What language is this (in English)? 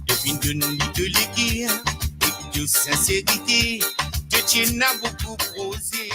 Morisyen